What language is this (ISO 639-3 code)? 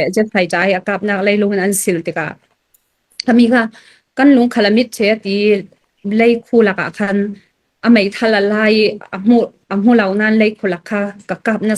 cfm